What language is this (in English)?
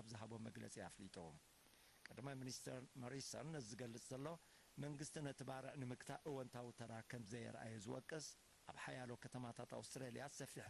Tigrinya